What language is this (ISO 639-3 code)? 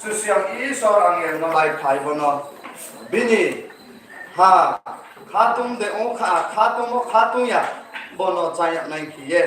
ria